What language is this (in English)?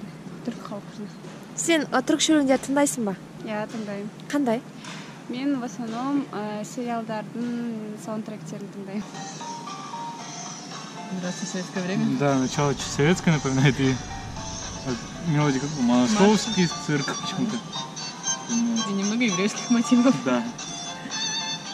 Kazakh